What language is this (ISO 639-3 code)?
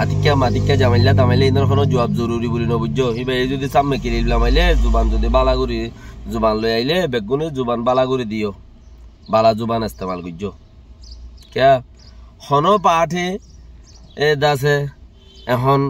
rhg